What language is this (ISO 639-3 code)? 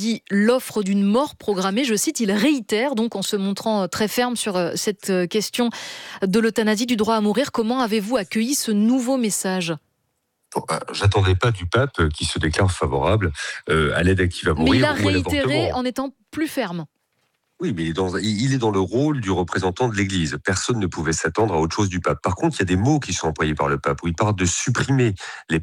fra